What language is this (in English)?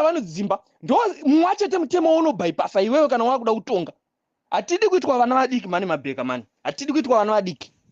Shona